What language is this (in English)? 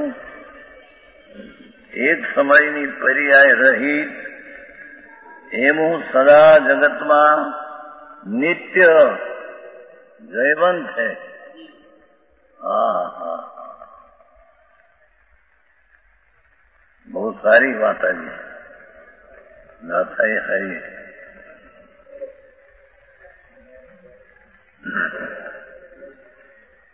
Gujarati